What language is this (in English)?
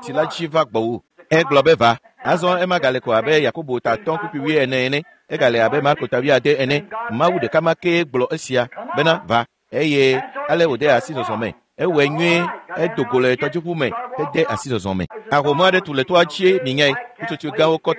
Ewe